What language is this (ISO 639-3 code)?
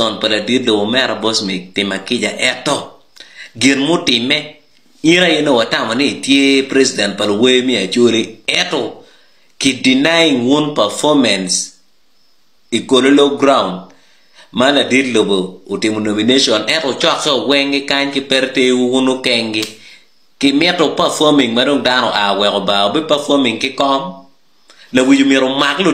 ach